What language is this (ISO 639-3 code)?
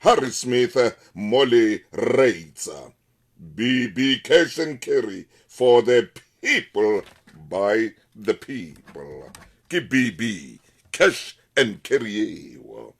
sot